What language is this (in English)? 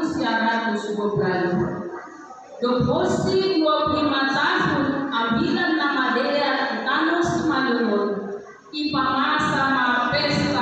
Batak Simalungun